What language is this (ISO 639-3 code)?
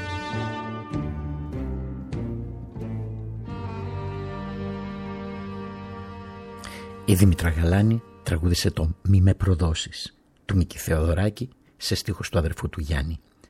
ell